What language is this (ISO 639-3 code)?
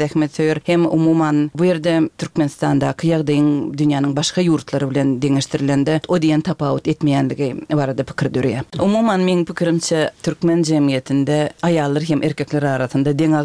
tuk